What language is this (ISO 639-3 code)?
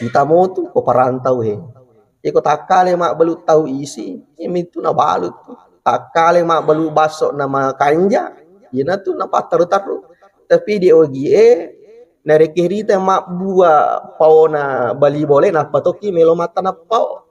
bug